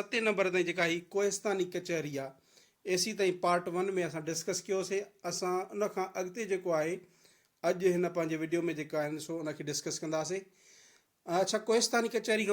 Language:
Sindhi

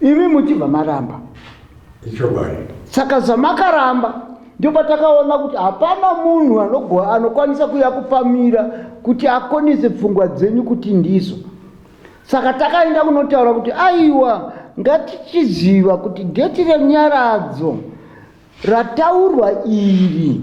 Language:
Shona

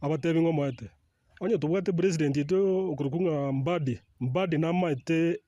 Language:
Gusii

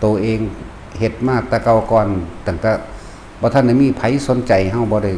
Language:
Lao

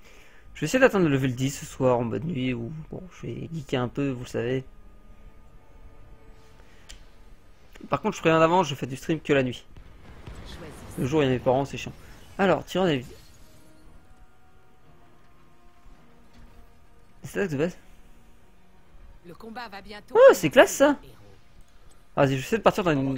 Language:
French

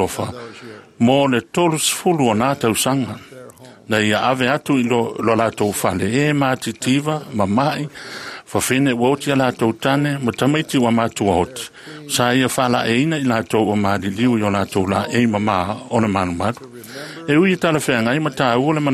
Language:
Samoan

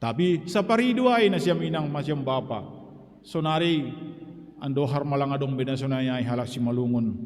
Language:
Batak Simalungun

